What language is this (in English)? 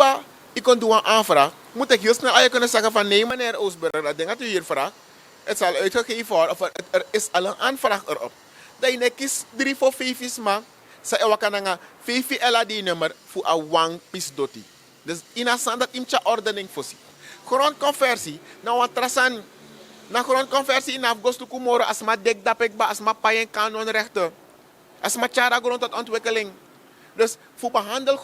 Sranan Tongo